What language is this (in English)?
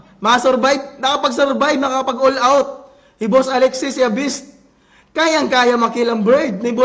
Waray